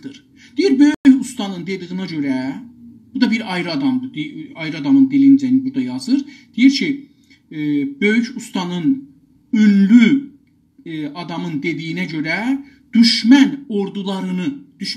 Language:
South Azerbaijani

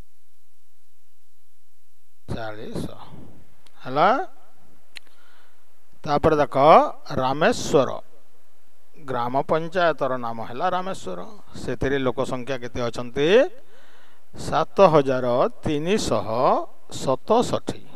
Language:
Odia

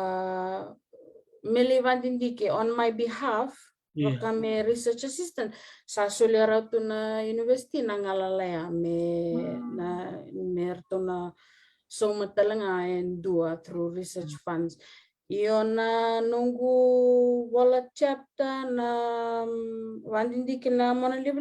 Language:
Fijian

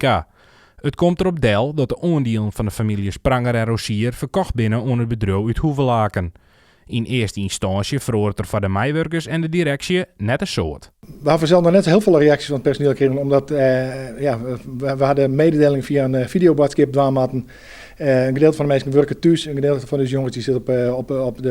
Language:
Western Frisian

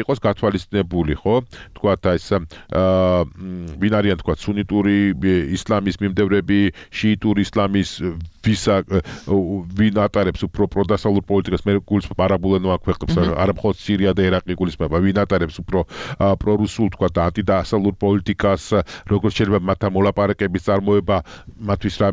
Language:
Georgian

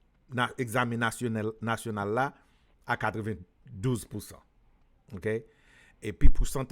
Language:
Haitian Creole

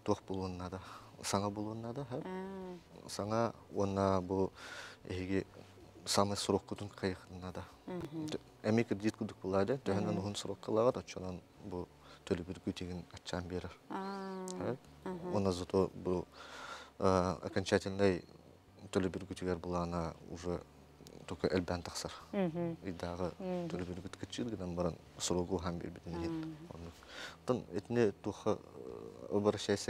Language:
Yakut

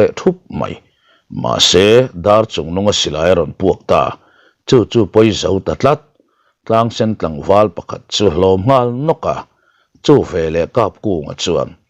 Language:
Mizo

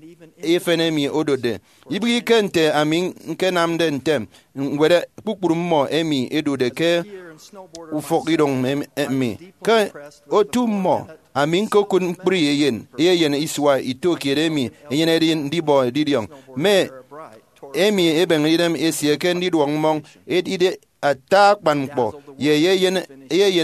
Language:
Efik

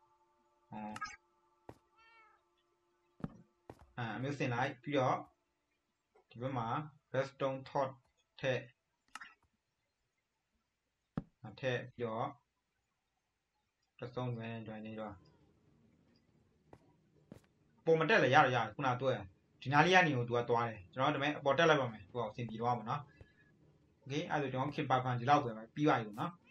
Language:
Burmese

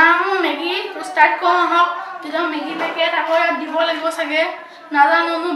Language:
Assamese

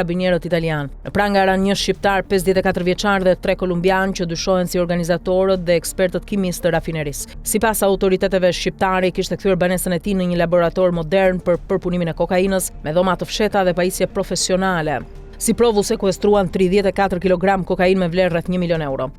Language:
Albanian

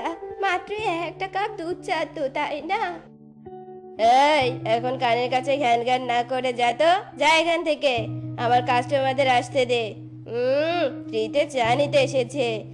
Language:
Bangla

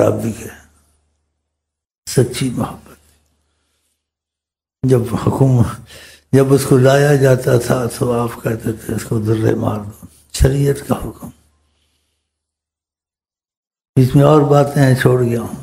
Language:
Urdu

